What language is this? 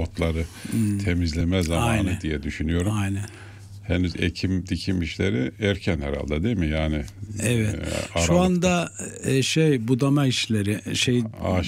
Turkish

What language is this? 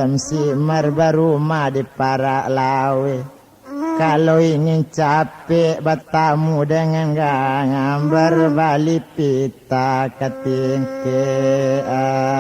Minangkabau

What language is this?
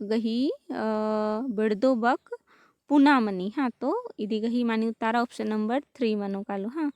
Kurukh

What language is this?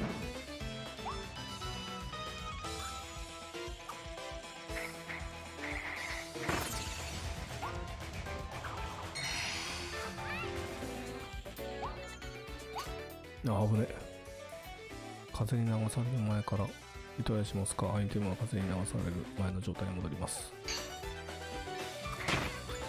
Japanese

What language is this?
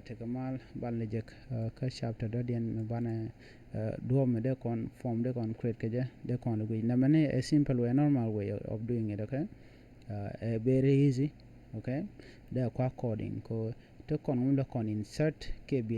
Nuer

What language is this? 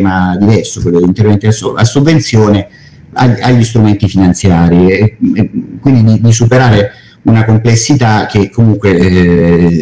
Italian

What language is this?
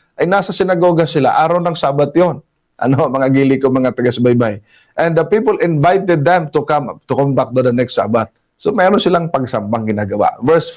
Filipino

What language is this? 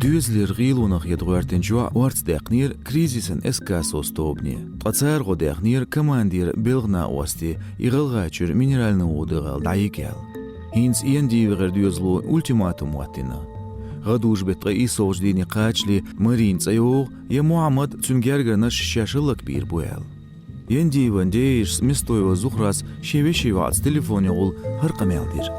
Chechen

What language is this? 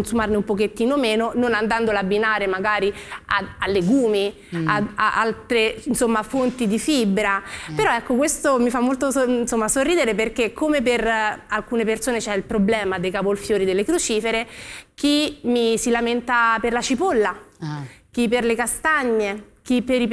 Italian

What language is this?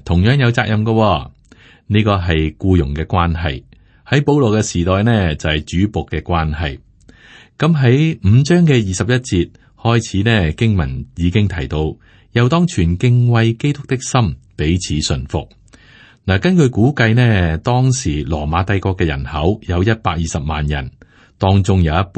Cantonese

